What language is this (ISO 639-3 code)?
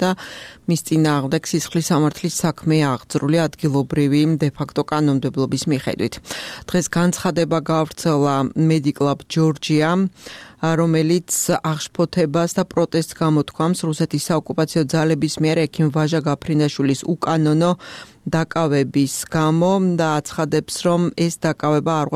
kat